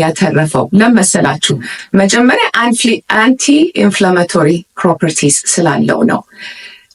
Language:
Amharic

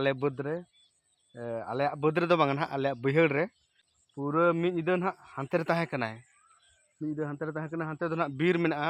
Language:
Santali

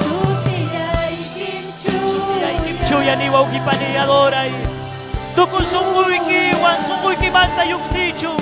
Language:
Ayacucho Quechua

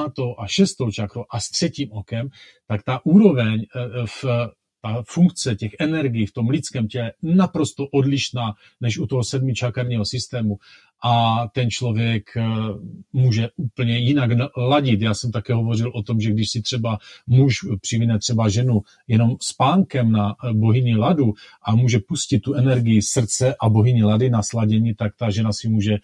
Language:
Czech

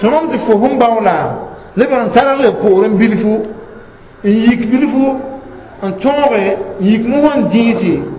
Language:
Mossi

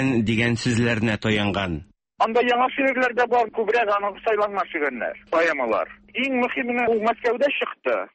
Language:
Tatar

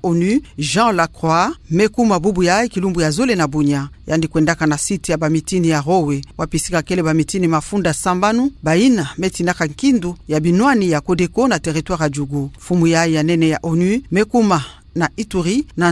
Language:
Kituba (Democratic Republic of Congo)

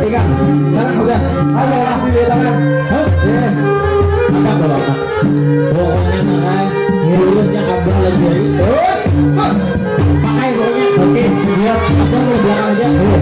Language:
Banjar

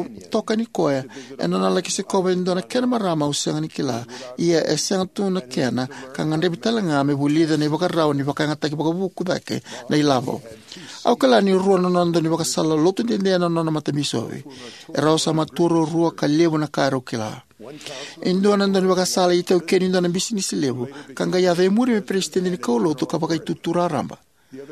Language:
Fijian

